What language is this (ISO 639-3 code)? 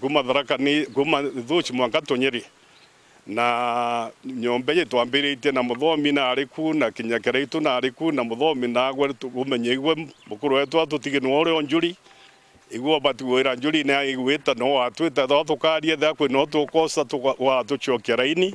mer